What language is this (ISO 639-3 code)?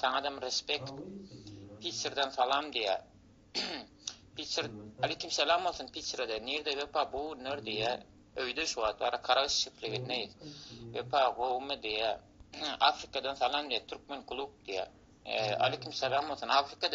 tuk